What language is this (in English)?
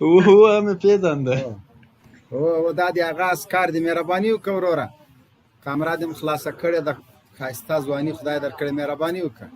Pashto